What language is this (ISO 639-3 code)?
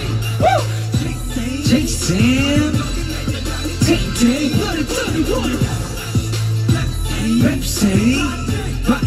kor